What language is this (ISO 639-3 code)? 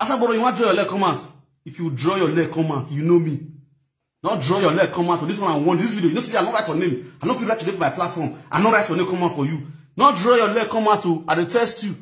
pcm